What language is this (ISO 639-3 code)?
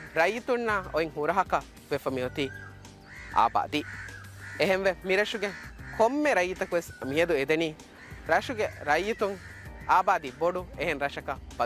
div